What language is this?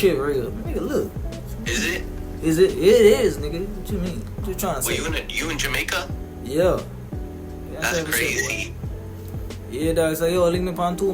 Jamaican Creole English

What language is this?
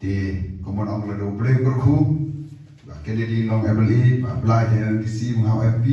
Khasi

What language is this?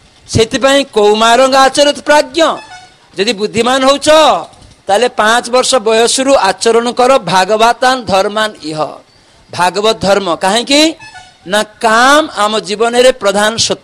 Odia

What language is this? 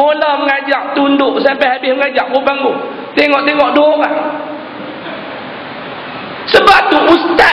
Malay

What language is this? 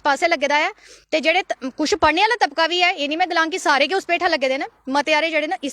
Dogri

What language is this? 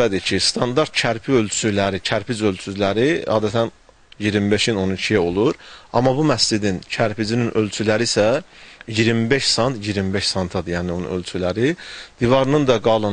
Azerbaijani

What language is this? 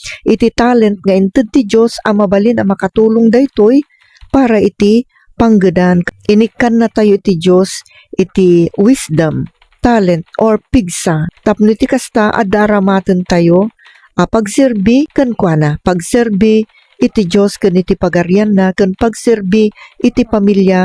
Iloko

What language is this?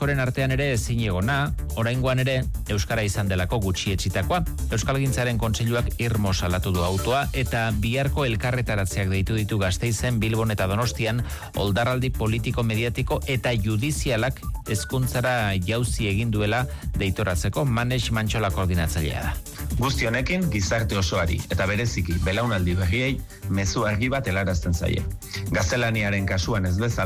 Basque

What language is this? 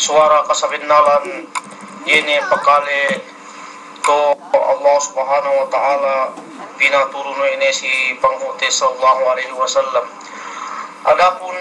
Yakan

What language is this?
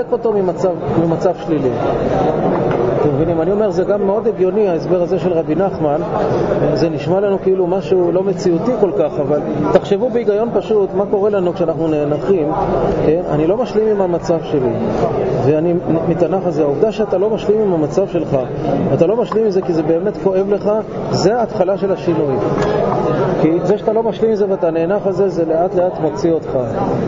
Hebrew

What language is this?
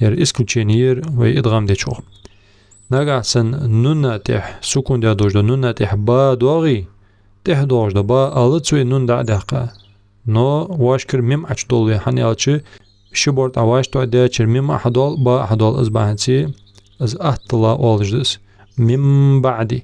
Ingush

